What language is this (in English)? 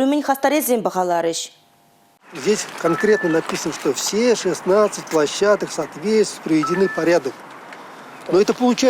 Chuvash